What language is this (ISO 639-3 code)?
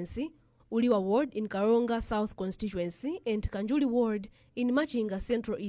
eng